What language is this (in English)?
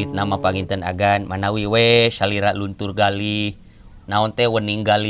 Sundanese